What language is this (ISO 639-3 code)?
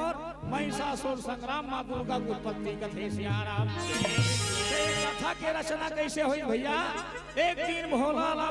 hne